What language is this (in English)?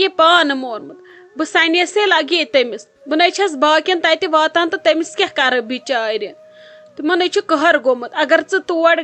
Kashmiri